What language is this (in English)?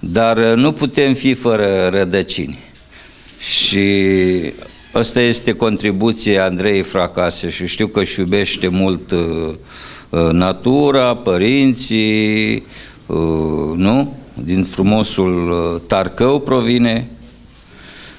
Romanian